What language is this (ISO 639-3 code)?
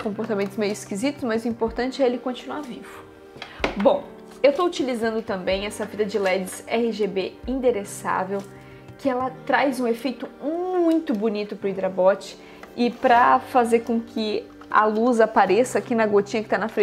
por